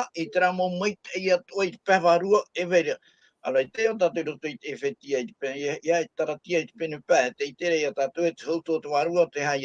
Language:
Tahitian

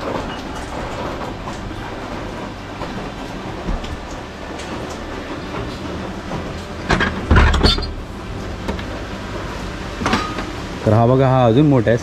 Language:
Marathi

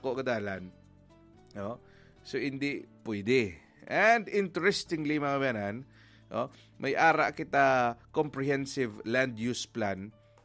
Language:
Hiligaynon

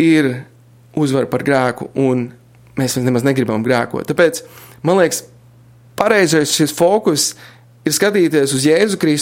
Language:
Latvian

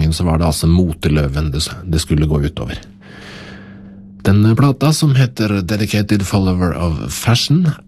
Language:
Norwegian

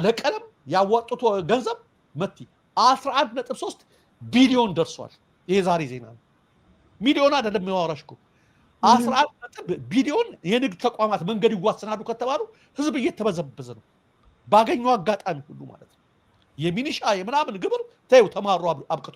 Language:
Amharic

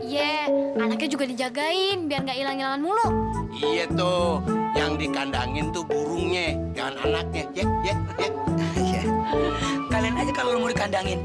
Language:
Betawi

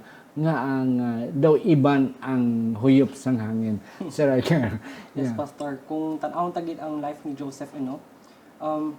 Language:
Hiligaynon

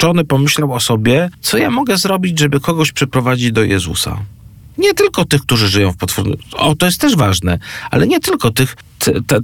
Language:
Polish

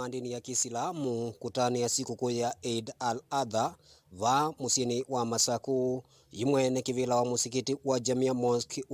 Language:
Kamba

